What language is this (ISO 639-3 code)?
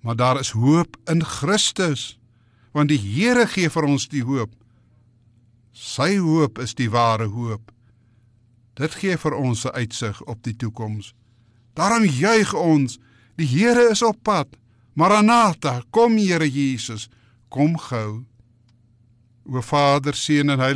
afr